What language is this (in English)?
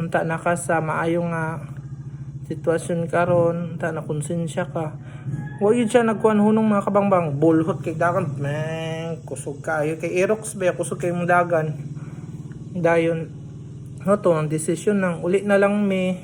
Cebuano